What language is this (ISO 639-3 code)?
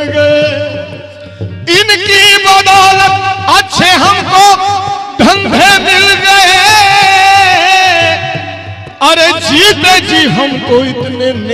hin